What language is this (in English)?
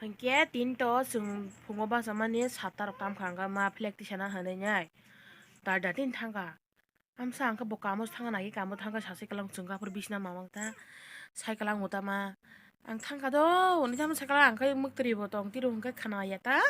Kok Borok